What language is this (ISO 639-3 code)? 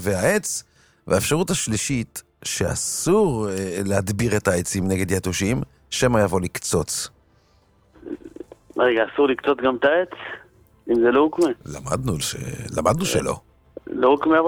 heb